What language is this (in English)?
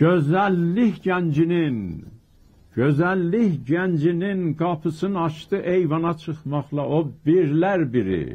South Azerbaijani